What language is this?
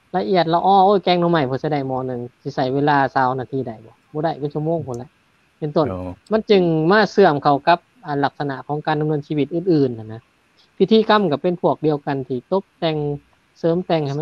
Lao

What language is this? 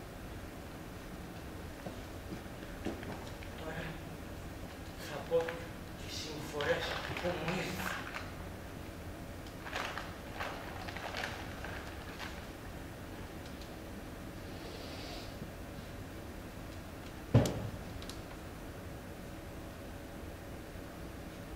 Greek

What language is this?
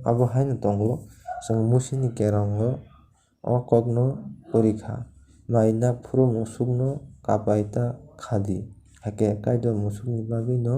Kok Borok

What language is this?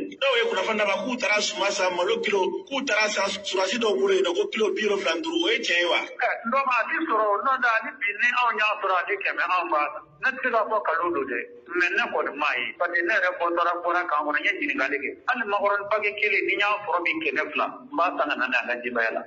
Bambara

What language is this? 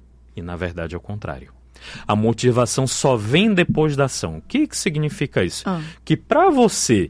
Portuguese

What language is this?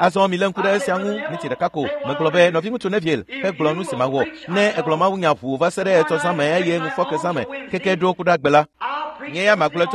Ewe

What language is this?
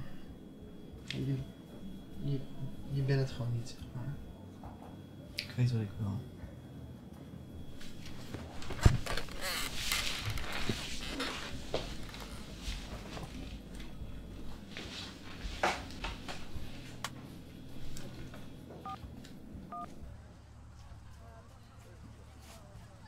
Dutch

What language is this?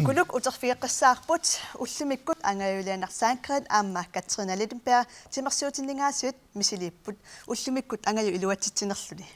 Kalaallisut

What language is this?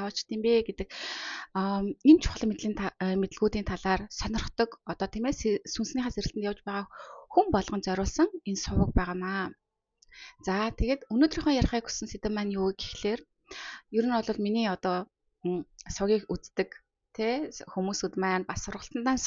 Mongolian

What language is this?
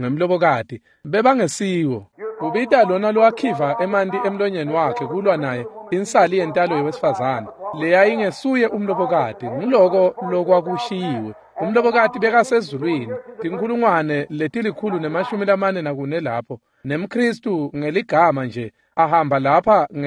Swati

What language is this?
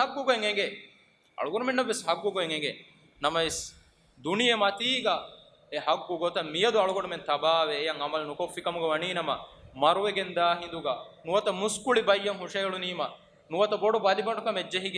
Divehi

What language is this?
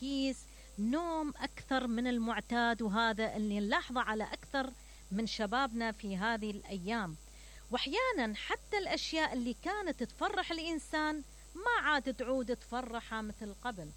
Mesopotamian Arabic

